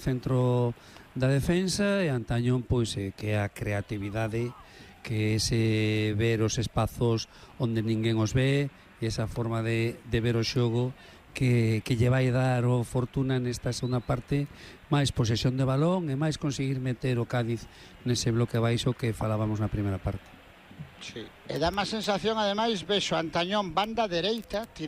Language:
Galician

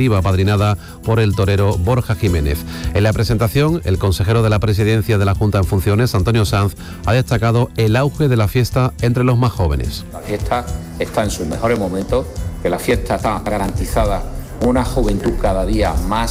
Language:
Spanish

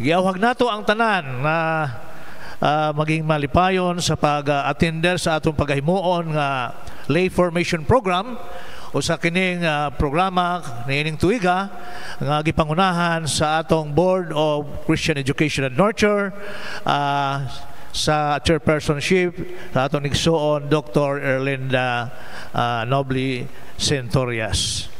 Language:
Cebuano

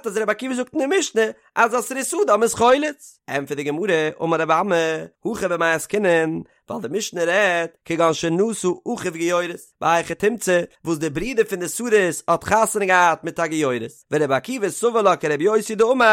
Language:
Yiddish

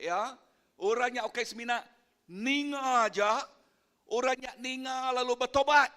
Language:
Iban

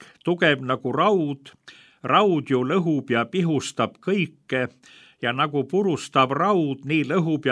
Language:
Estonian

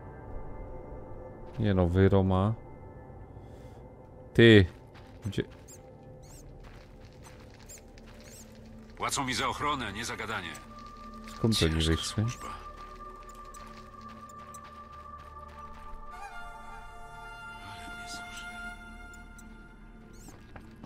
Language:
Polish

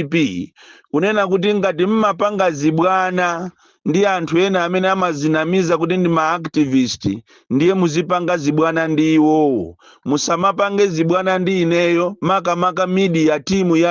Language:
Nyanja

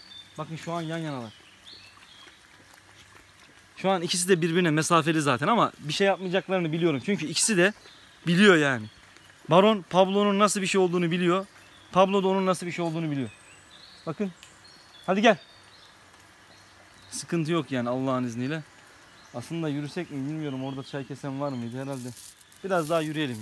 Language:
Turkish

